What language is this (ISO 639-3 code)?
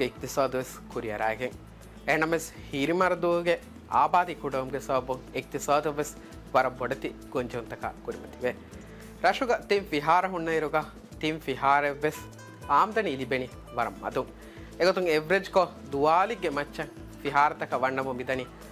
div